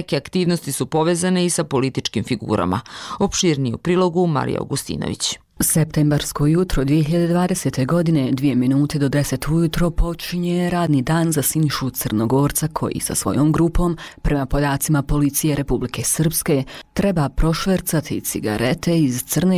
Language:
Bosnian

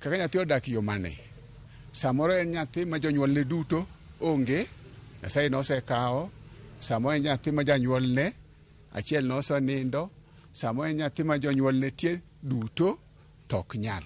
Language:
Luo (Kenya and Tanzania)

